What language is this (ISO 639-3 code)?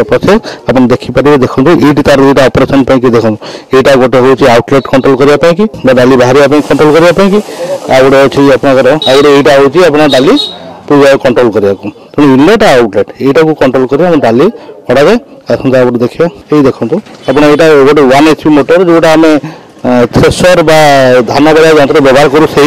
ori